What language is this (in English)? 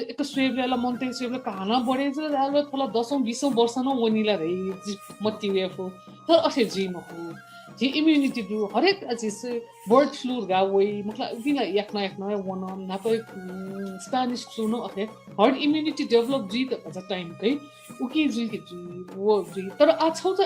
Newari